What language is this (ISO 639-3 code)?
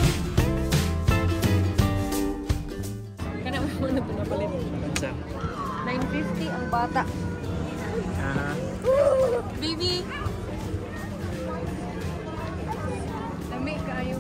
fil